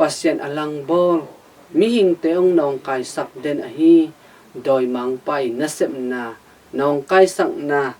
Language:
Tedim Chin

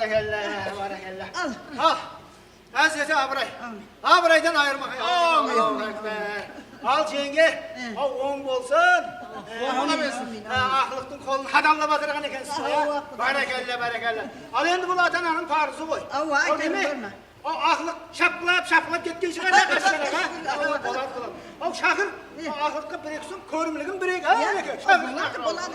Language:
Kara-Kalpak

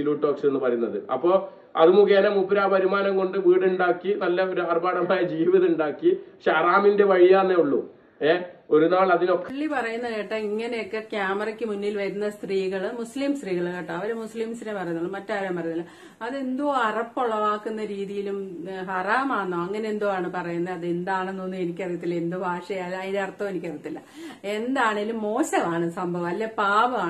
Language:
Malayalam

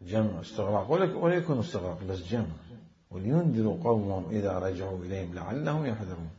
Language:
Mesopotamian Arabic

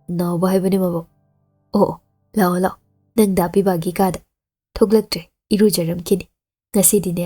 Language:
Manipuri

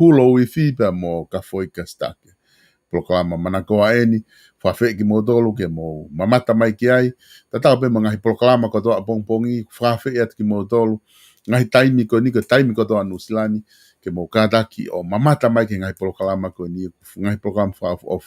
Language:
Tongan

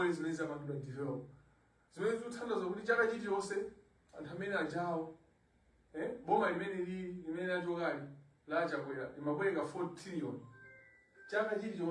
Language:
Nyanja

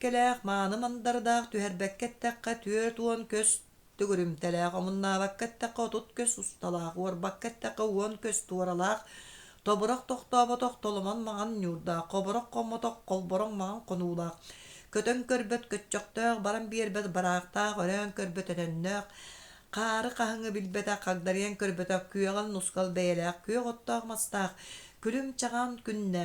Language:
Yakut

